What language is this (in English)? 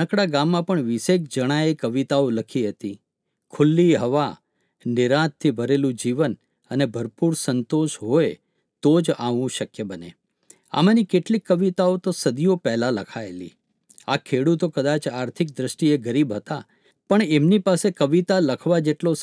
Gujarati